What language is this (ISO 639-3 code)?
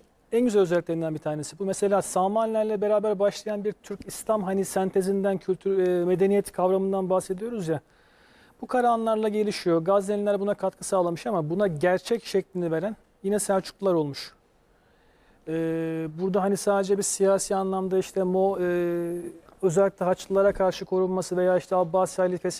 tur